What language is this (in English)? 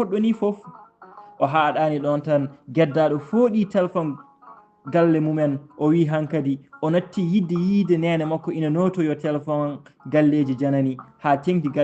Fula